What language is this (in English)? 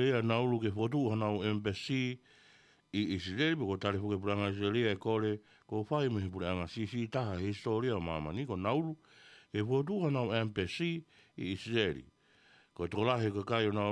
Tongan